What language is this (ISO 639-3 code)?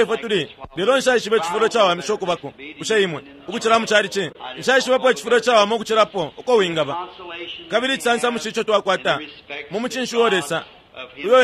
bem